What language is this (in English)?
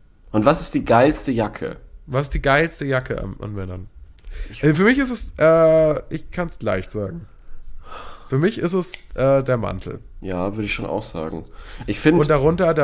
German